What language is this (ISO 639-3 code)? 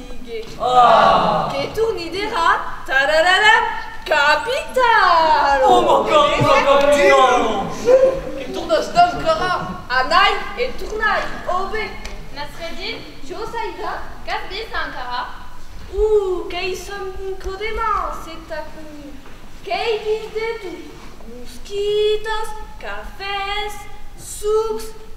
oci